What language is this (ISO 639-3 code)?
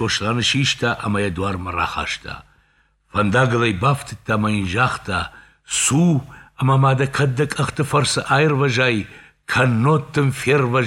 oss